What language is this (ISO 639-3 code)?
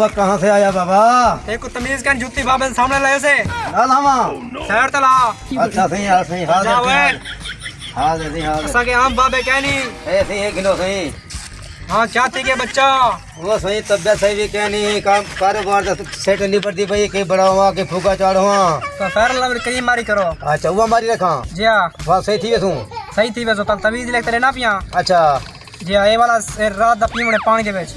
skr